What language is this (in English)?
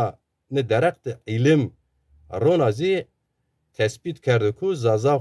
Zaza